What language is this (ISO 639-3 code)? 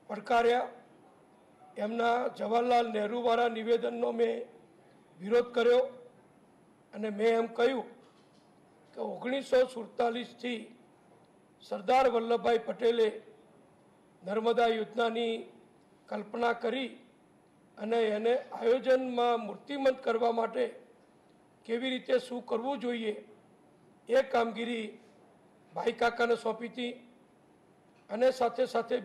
guj